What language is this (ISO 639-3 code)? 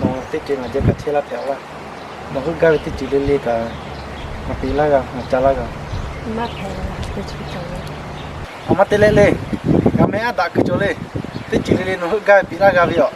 lhu